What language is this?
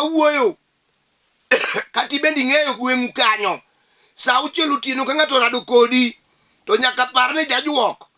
Luo (Kenya and Tanzania)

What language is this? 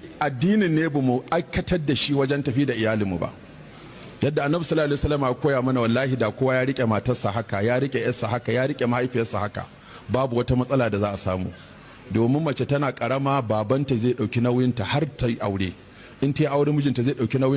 Hausa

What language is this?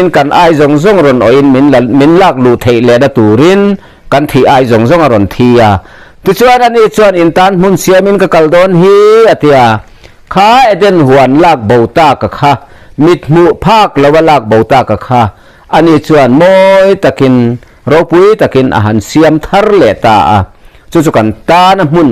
Mizo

